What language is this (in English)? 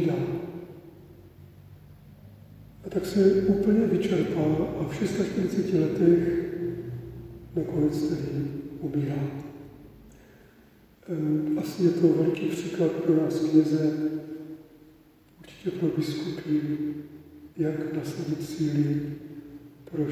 Czech